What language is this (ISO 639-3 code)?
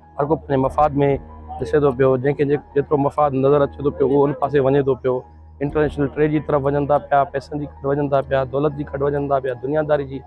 snd